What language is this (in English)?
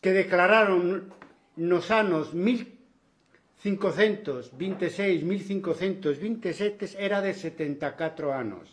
Galician